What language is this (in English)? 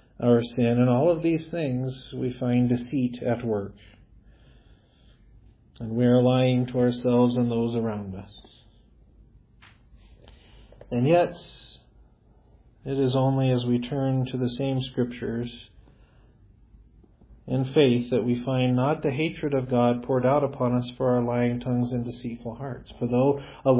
English